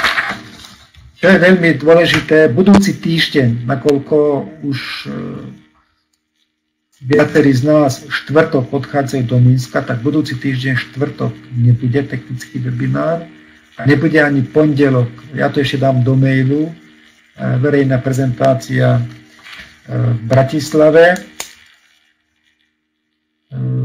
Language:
Slovak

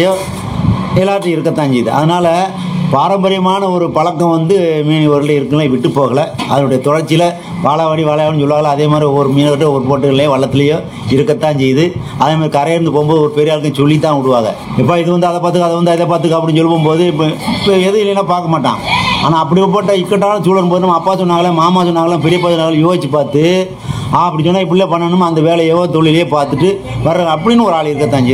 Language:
Tamil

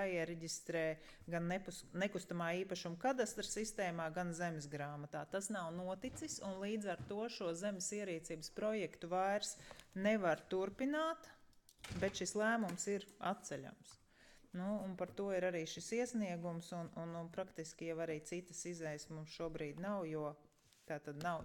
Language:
Latvian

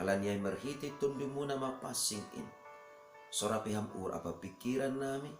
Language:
Batak Simalungun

